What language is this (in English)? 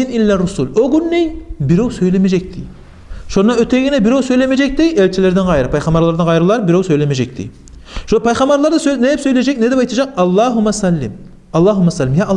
Kumyk